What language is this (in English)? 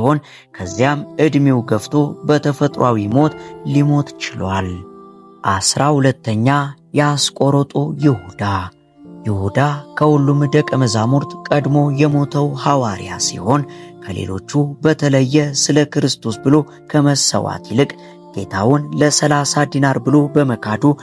Amharic